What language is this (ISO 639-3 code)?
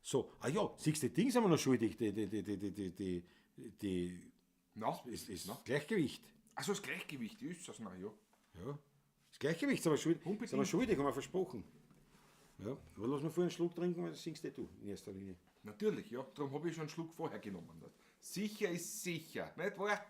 bar